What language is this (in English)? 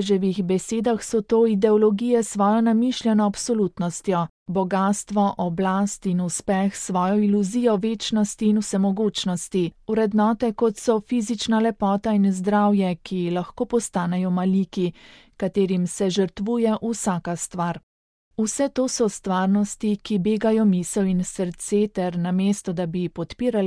Slovenian